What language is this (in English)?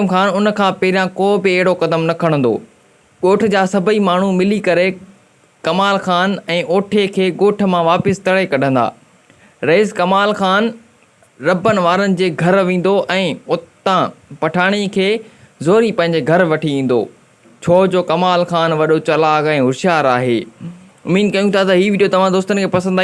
Sindhi